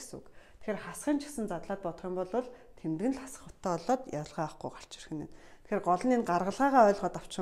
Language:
Mongolian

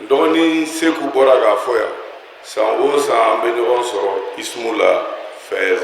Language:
Bambara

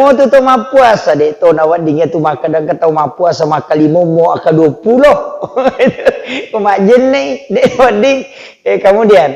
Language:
Buginese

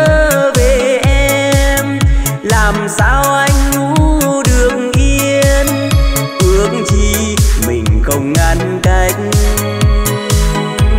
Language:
Vietnamese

